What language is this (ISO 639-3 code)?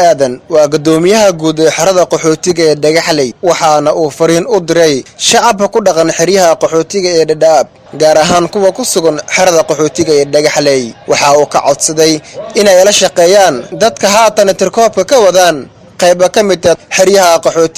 som